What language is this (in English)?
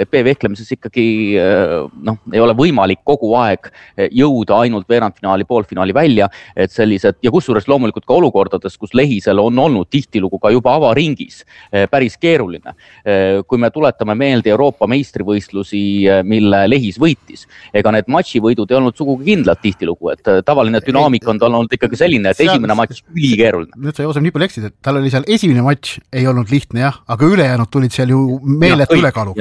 Estonian